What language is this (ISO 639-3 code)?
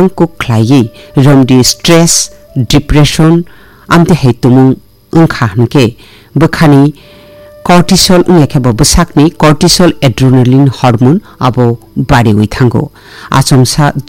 trp